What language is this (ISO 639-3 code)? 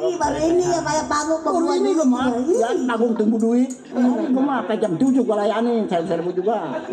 bew